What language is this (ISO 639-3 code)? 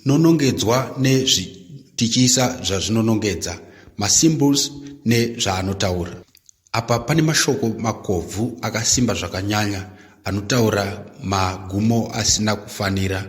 sna